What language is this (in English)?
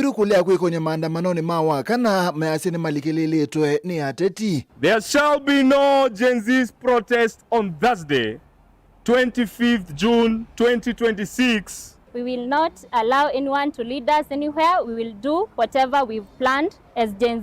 Kamba